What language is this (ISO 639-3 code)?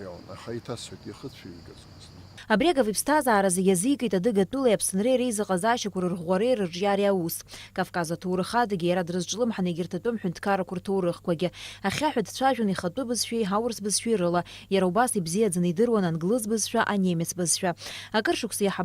abk